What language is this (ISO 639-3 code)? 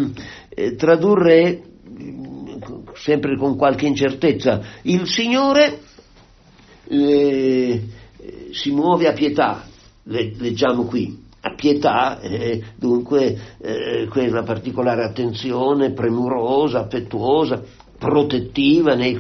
ita